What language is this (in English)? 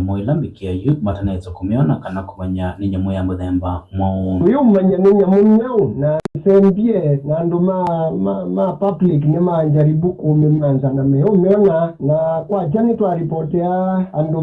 Kamba